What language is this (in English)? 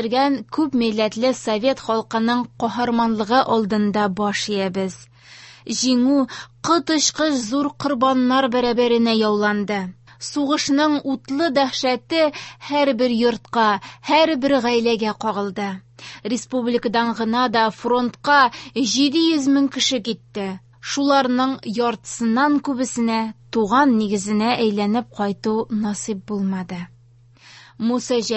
Tatar